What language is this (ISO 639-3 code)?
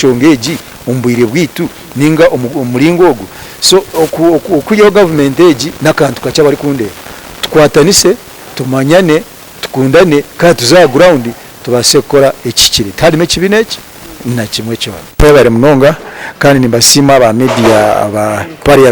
nyn